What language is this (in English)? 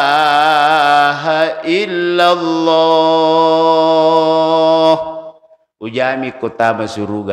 Buginese